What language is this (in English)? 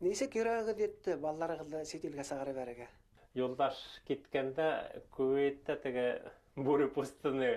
Bashkir